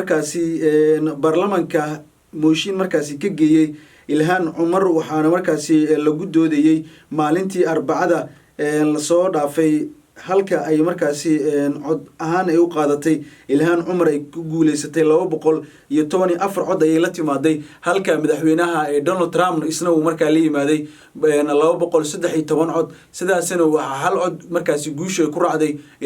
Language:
Somali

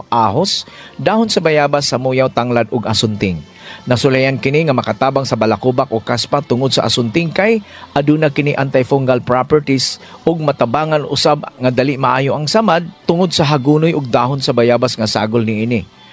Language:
Cebuano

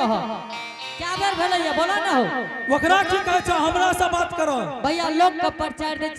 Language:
Angika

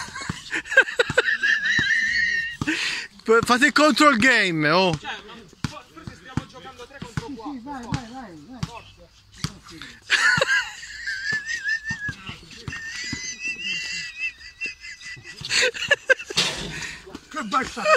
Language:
Italian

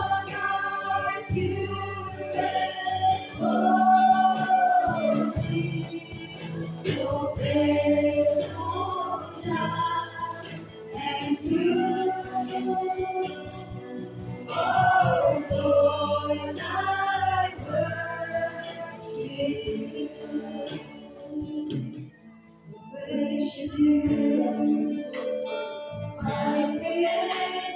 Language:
English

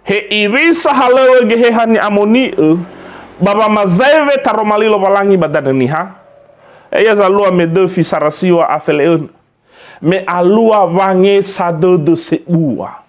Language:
Nias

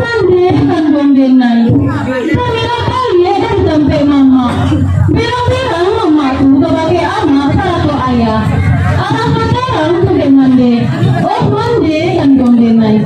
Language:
Minangkabau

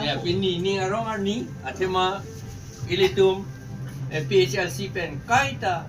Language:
Karbi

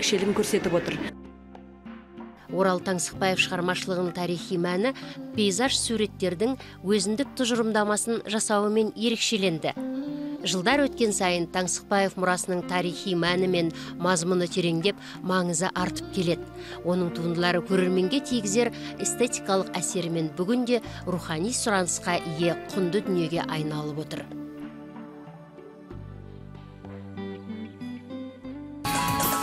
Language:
Kazakh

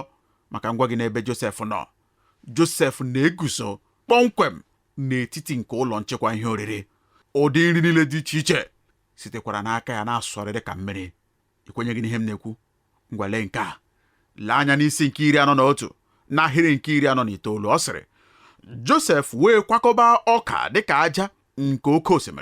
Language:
Igbo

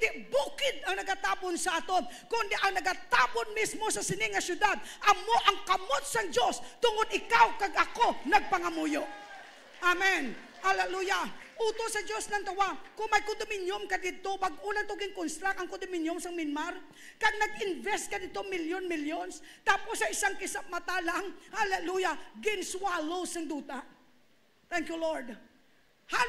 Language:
Hiligaynon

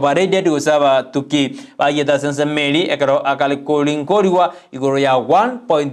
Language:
Gusii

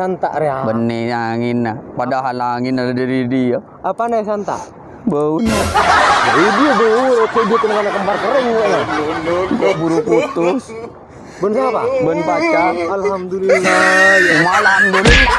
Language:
Madurese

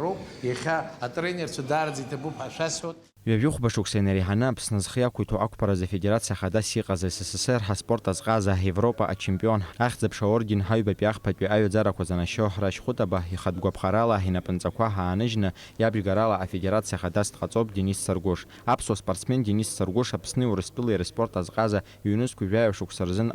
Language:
Abkhazian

